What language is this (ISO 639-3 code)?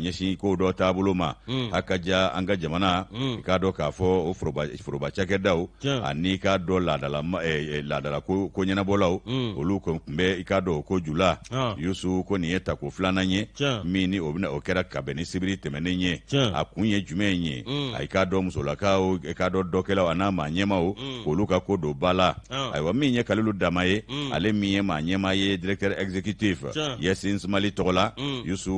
bam